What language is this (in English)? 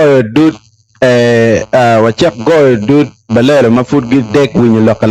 Acoli